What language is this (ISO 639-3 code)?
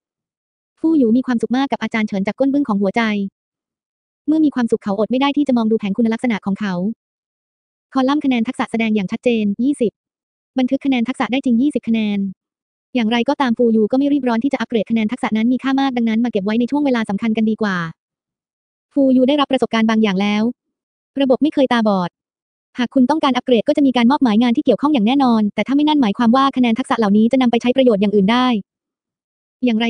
tha